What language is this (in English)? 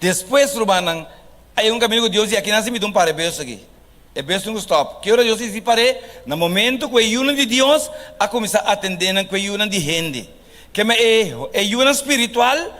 Papiamento